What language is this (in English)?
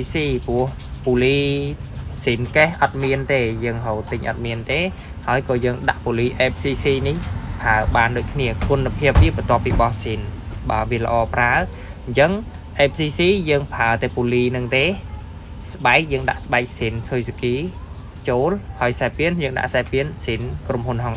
Khmer